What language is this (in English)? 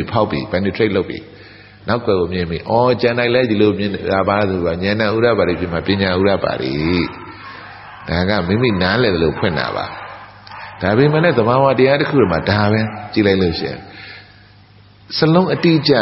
Burmese